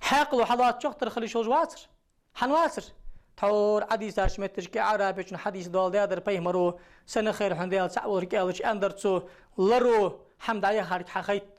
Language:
Ingush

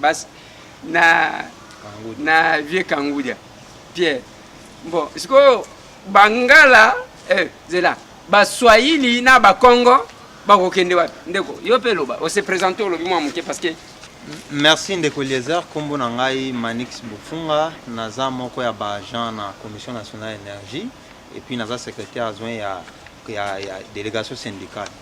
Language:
Lingala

